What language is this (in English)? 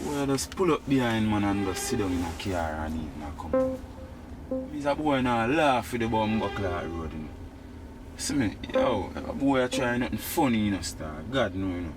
Jamaican Creole English